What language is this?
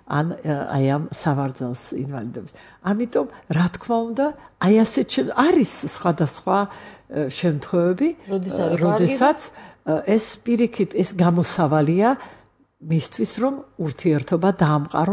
Georgian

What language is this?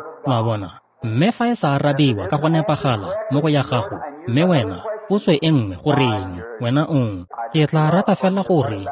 Tswana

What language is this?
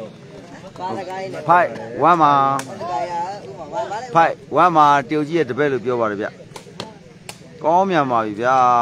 Burmese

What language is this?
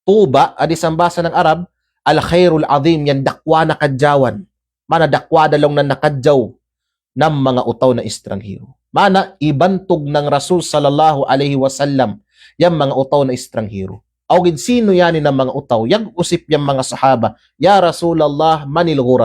Kalagan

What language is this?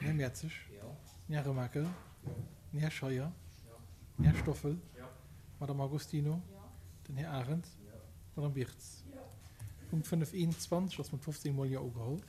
Luxembourgish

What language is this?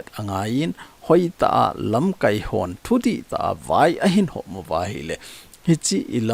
Thado Chin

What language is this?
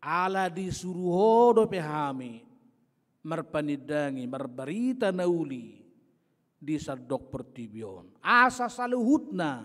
Batak Toba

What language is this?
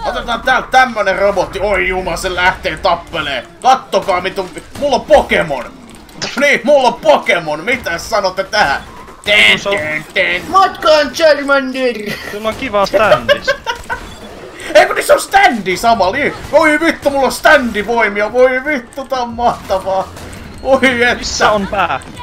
Finnish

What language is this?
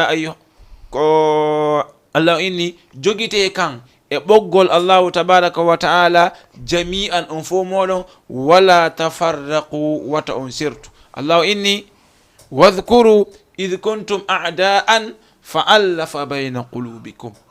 Fula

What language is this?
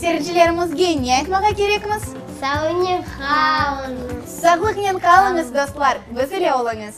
Crimean Tatar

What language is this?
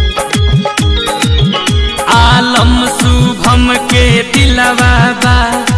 Bhojpuri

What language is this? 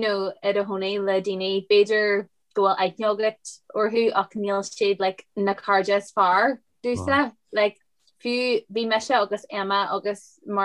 Irish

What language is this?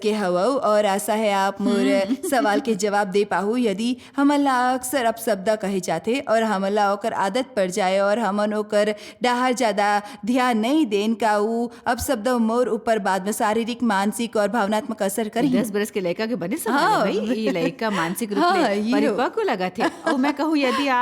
Chhattisgarhi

